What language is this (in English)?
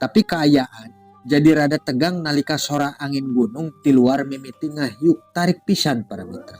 Sundanese